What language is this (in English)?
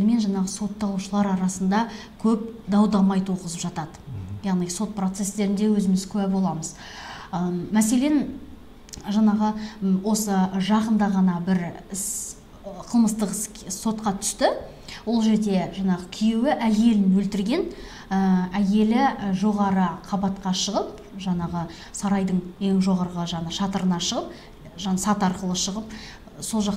Kazakh